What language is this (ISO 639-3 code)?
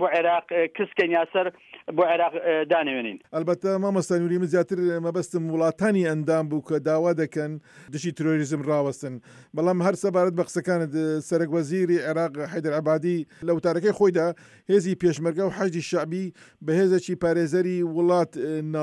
ckb